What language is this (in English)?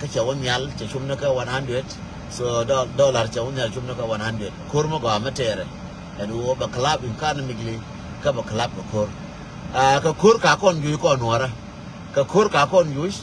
Nuer